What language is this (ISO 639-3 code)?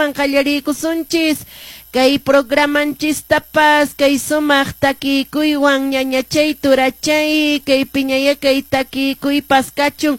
que